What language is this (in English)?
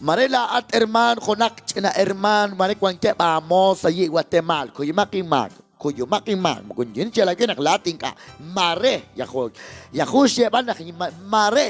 Kekchí